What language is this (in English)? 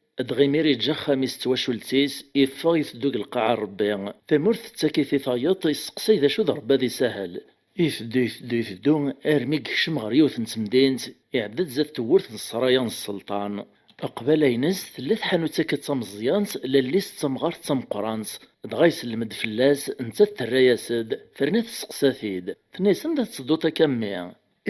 Kabyle